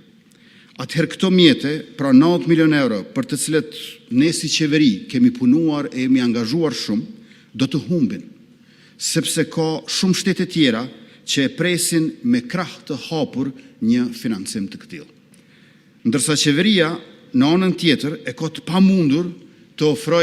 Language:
Albanian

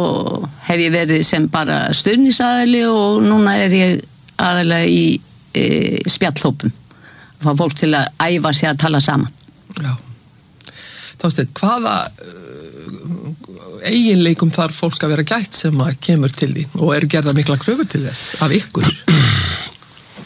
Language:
Icelandic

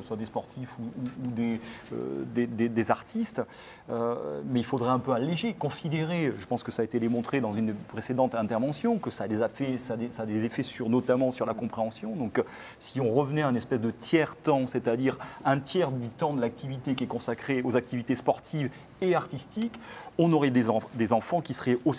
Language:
French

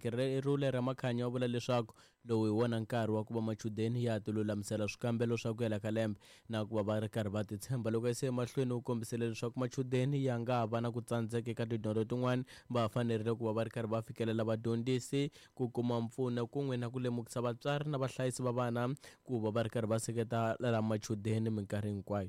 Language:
Tsonga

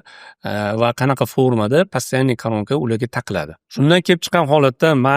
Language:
Uzbek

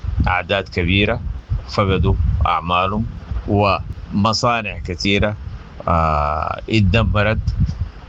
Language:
Sudanese Arabic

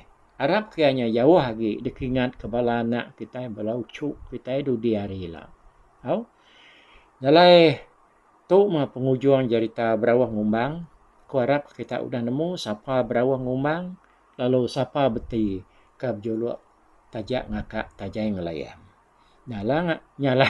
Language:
Iban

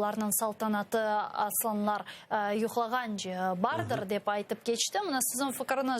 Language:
Crimean Tatar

